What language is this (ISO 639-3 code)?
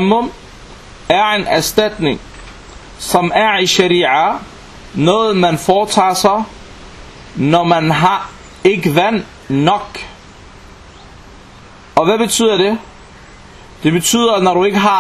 dan